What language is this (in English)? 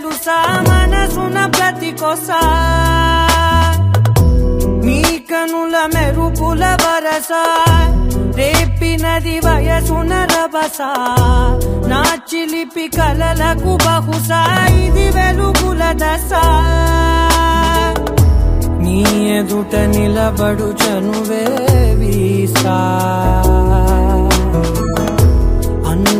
Telugu